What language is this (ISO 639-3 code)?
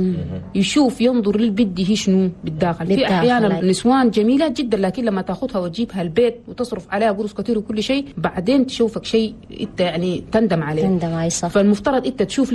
shu